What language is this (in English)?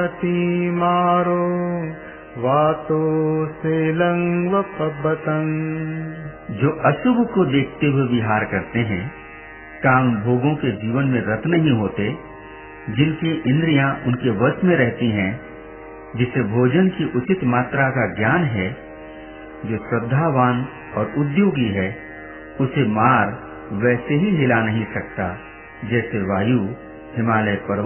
Hindi